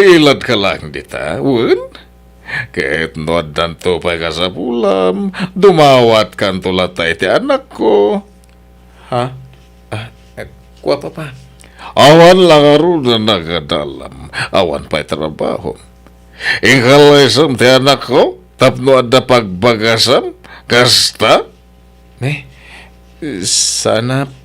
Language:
Iloko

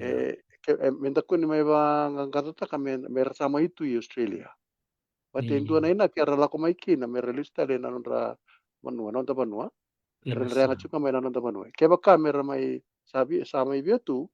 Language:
Fijian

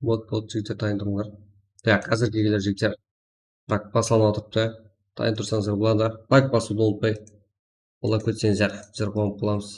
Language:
Kara-Kalpak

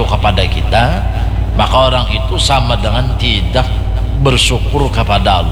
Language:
Banjar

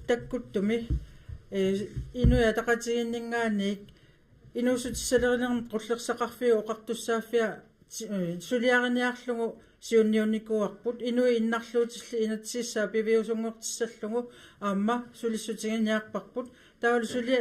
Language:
Kalaallisut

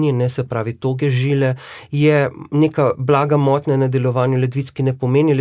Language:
Slovenian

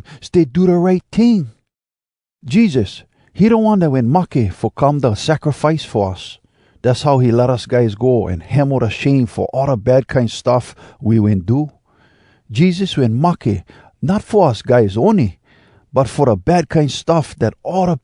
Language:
Hawai'i Creole English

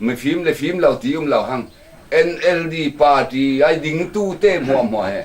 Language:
Falam Chin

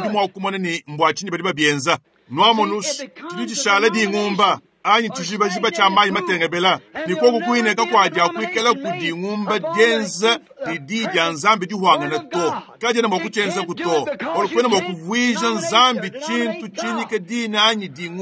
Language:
Luba-Lulua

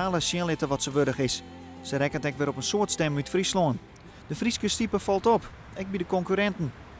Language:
Western Frisian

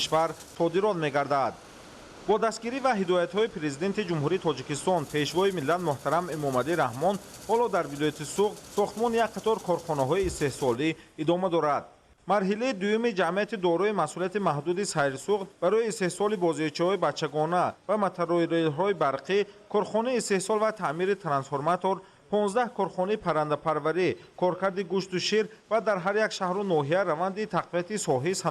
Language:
Tajik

